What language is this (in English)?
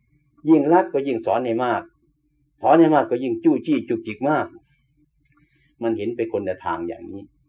Thai